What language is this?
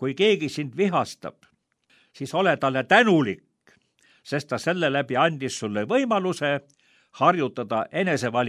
Estonian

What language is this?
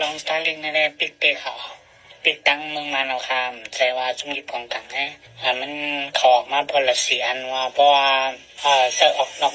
Shan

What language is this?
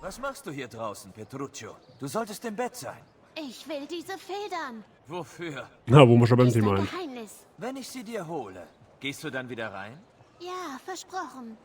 Bavarian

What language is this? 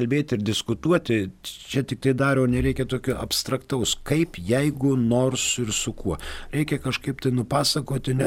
Lithuanian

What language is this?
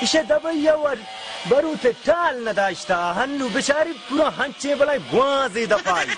Baluchi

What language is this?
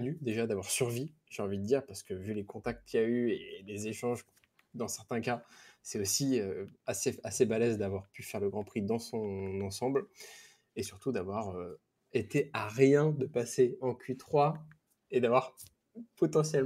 French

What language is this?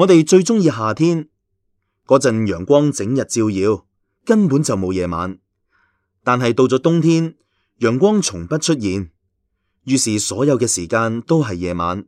Cantonese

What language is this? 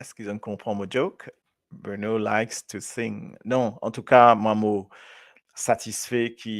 Morisyen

